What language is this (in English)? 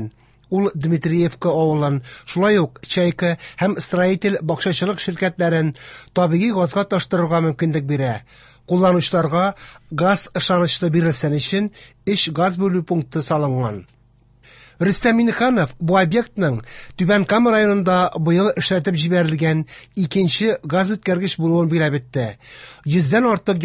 Tatar